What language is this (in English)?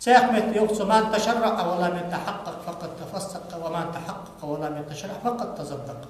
Ingush